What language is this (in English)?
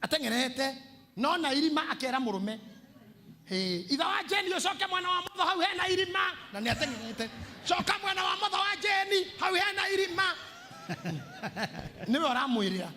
Kikuyu